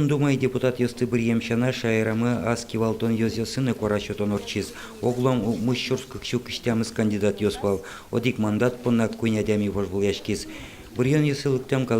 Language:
Udmurt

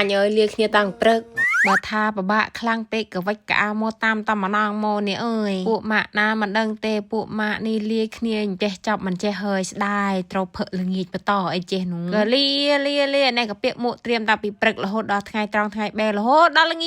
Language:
Khmer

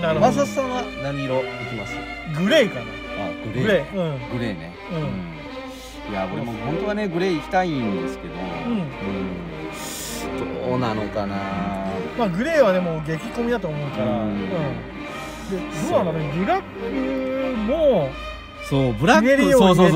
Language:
Japanese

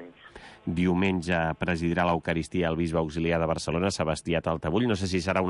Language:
Catalan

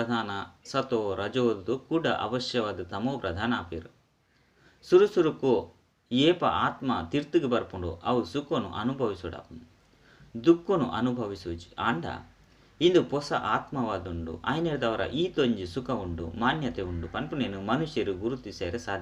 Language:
Tulu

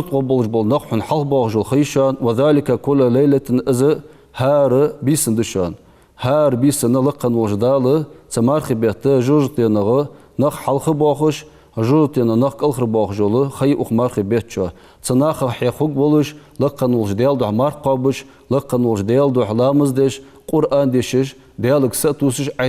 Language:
Ingush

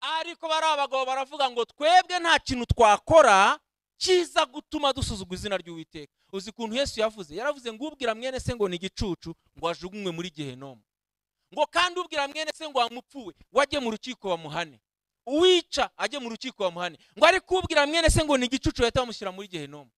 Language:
Kinyarwanda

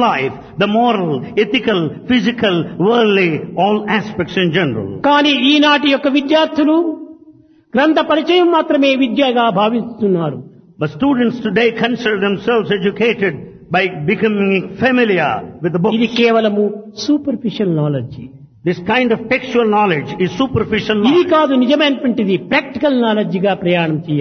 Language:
Telugu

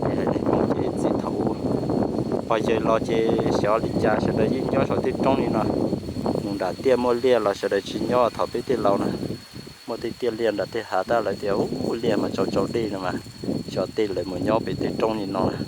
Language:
Hmong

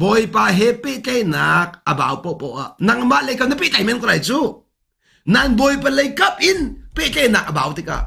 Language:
Hakha Chin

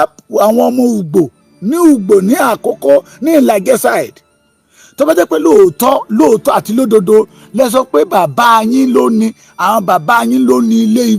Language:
Yoruba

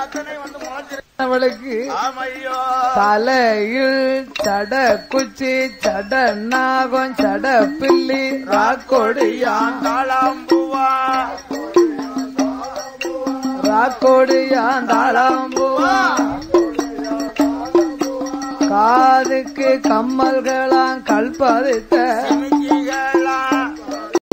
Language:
Tamil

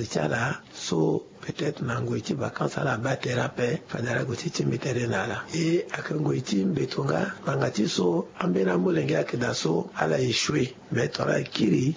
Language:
Sango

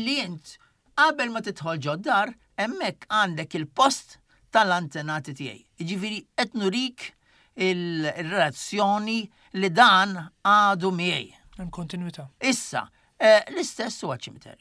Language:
Maltese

